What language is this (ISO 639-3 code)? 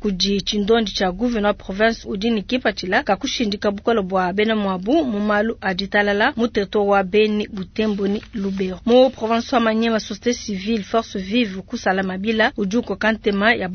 lua